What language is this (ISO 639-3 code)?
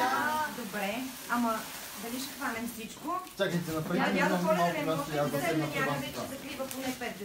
bul